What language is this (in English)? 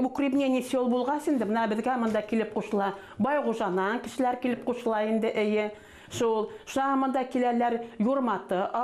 Bashkir